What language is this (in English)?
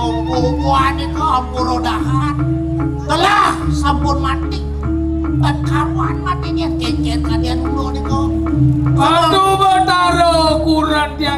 Balinese